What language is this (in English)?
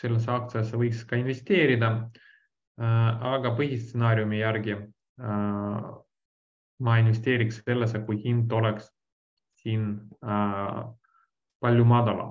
Estonian